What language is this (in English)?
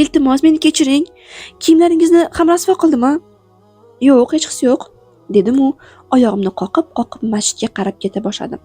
Uzbek